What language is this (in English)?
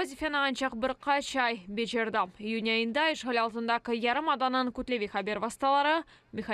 Crimean Tatar